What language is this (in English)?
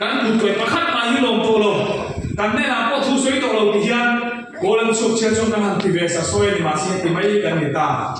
Mizo